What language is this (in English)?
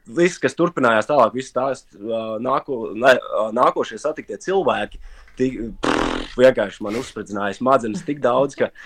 Latvian